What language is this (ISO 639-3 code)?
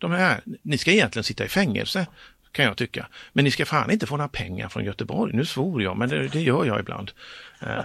swe